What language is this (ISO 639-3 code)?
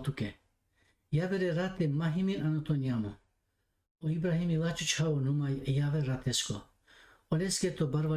rmn